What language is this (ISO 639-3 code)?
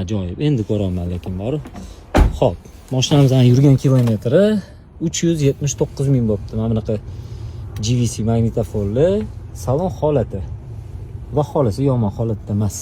uzb